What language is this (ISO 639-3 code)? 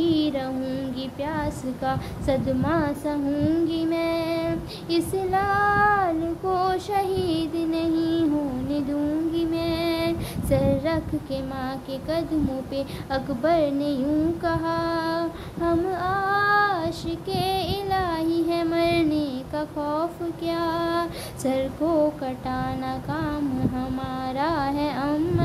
urd